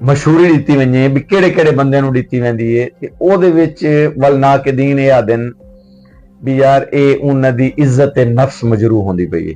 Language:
Saraiki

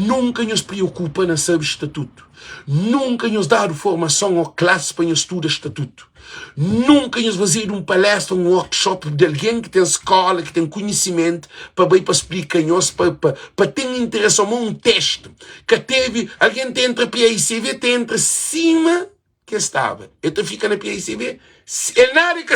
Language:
Kabuverdianu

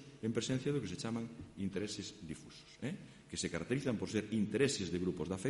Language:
Galician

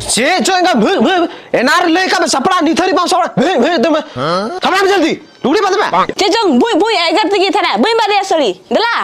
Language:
Santali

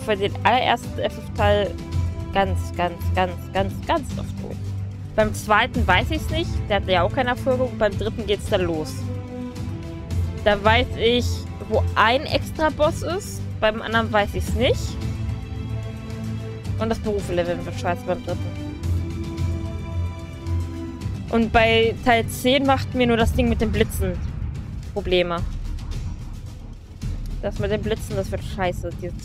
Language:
German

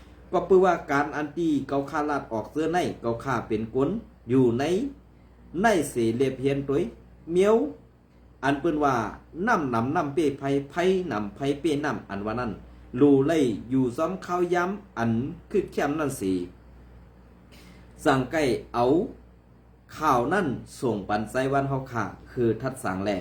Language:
Shan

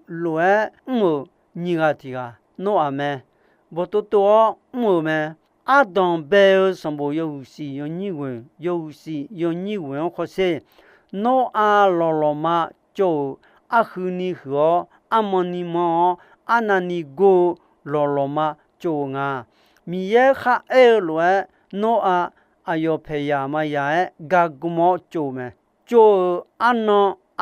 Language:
Akha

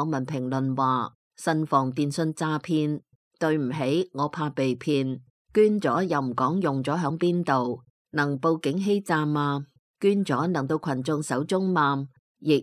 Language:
Cantonese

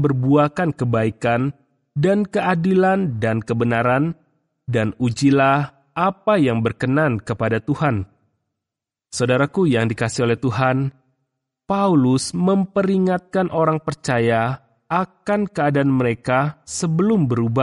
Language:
Indonesian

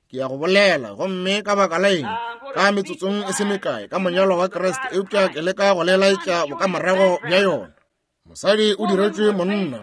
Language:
Northern Sotho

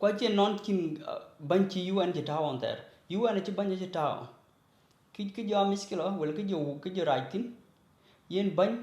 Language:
Dinka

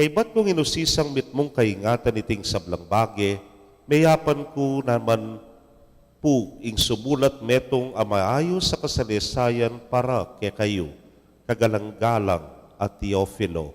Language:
Pampanga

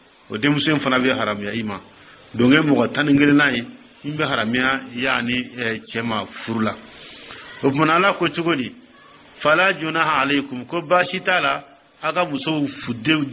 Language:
Dyula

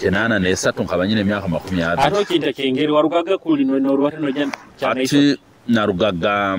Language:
Nyoro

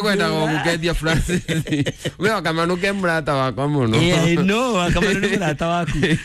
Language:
Kikuyu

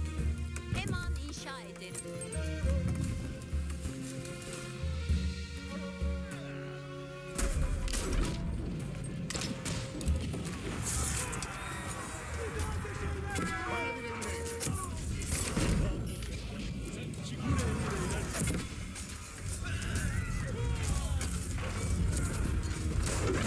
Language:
Turkish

